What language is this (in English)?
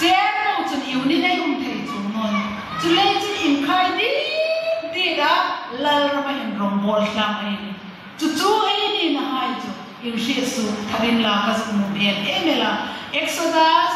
Hmar